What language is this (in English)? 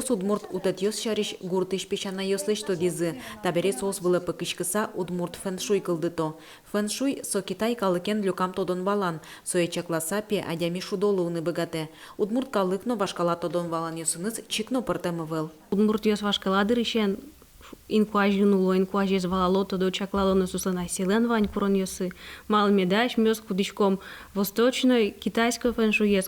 Udmurt